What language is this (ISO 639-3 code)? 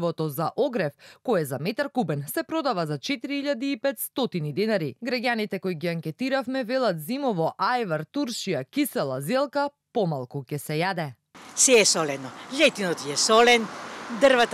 mkd